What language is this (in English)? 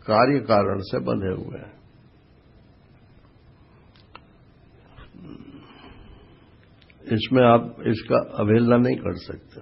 Hindi